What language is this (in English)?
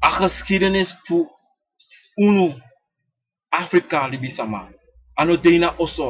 Sranan Tongo